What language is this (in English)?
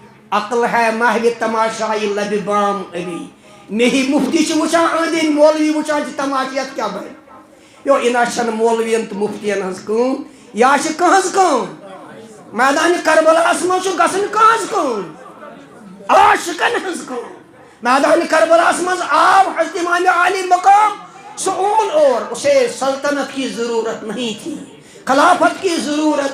Kashmiri